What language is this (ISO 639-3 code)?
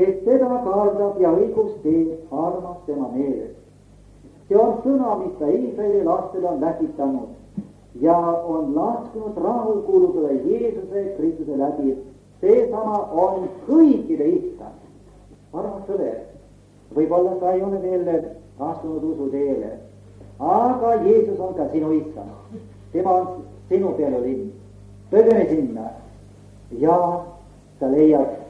est